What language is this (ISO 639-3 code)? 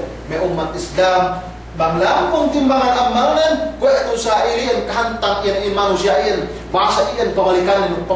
yka